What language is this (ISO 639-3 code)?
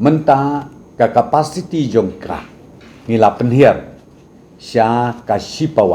kha